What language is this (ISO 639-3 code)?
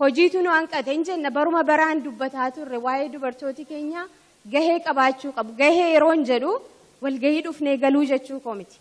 orm